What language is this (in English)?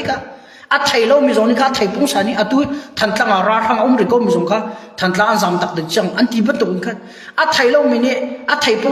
Hakha Chin